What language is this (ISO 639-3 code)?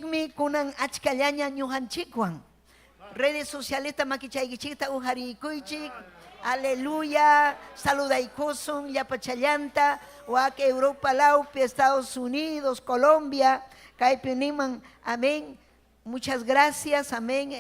quy